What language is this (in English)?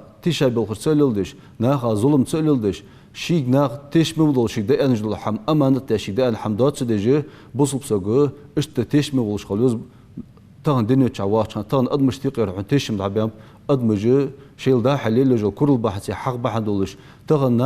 Ingush